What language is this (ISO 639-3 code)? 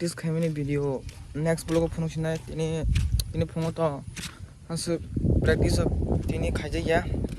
trp